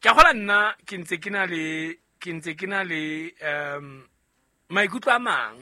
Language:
Southern Sotho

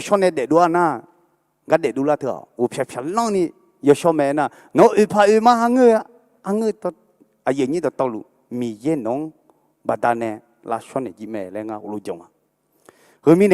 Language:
Akha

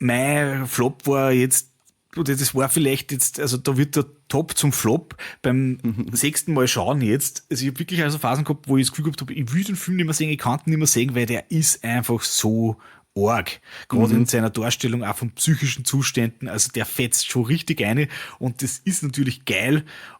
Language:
Bavarian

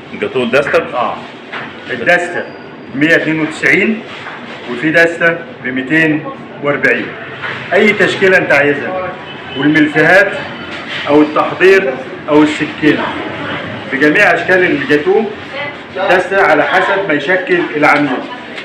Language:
Egyptian Arabic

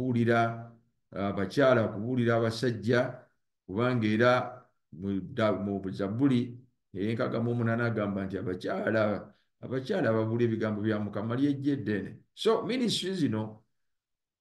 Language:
Ganda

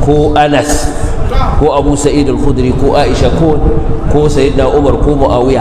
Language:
Hausa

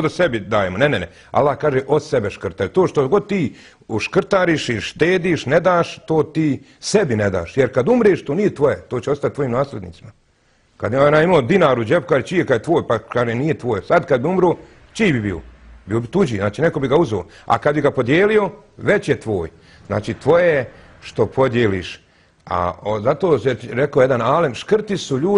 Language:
Bosnian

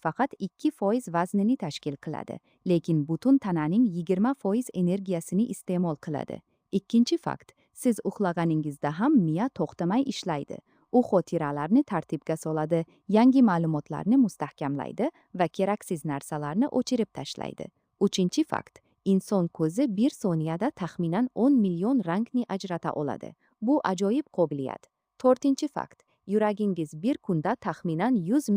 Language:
Uzbek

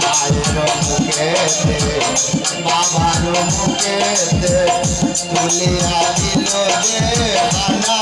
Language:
Sylheti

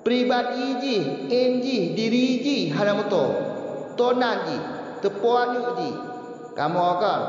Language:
Achinese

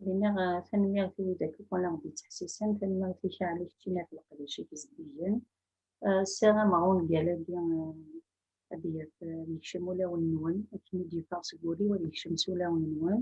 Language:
Kabyle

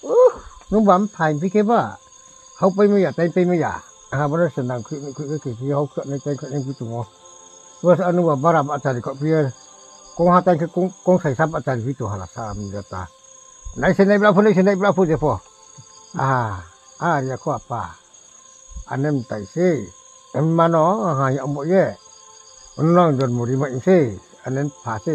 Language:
Riang (India)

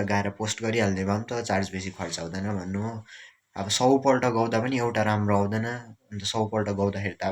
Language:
Nepali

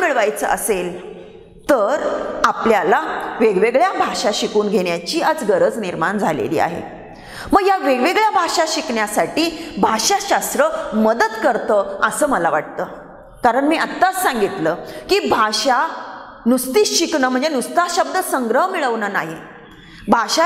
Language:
Marathi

